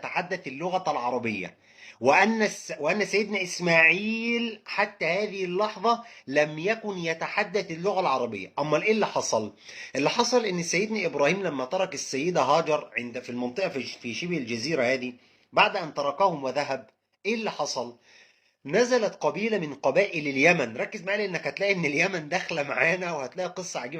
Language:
Egyptian Arabic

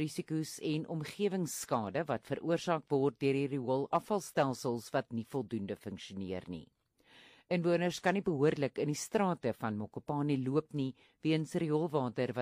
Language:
Afrikaans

